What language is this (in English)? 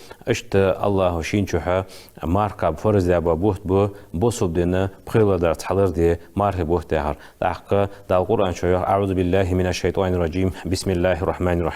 Ingush